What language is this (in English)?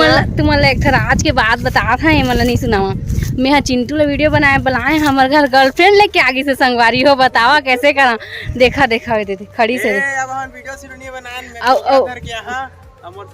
Chhattisgarhi